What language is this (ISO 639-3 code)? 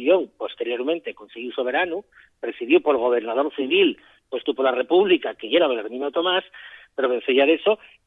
ast